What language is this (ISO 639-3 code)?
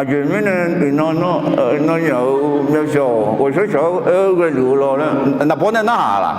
ahk